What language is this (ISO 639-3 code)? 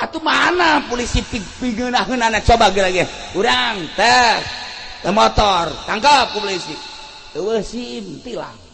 sun